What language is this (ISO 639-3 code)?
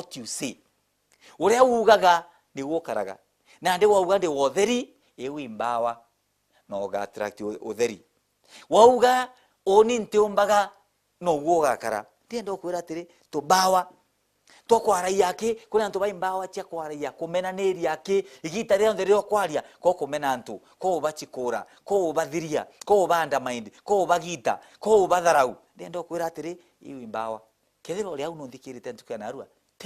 mer